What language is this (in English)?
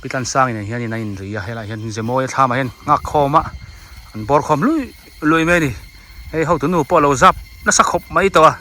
Biete